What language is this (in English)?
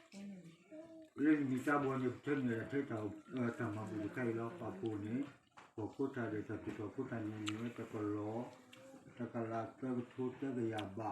S'gaw Karen